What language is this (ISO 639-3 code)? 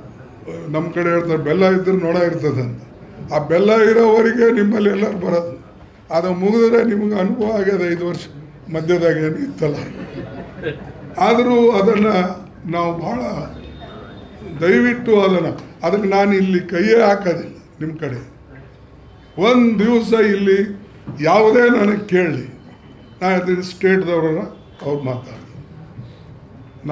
kan